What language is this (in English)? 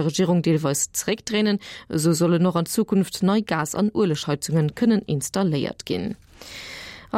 Luxembourgish